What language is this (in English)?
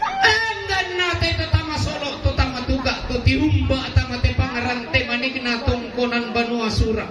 Toraja-Sa'dan